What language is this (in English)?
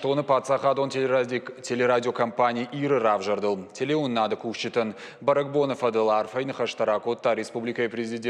Ossetic